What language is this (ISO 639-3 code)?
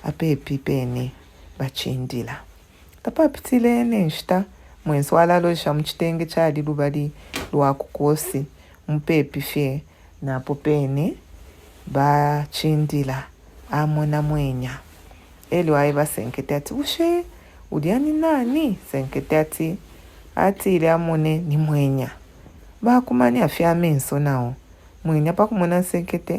bem